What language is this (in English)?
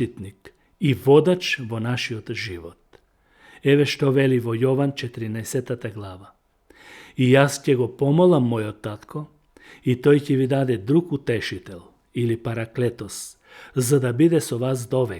Macedonian